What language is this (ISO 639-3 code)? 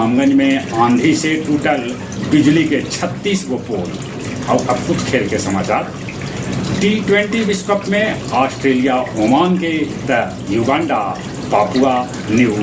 mag